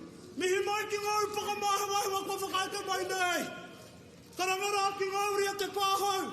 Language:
Māori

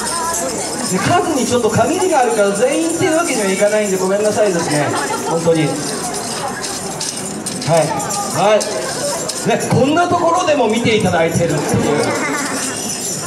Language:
Japanese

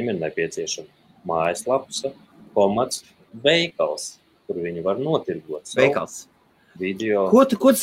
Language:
Latvian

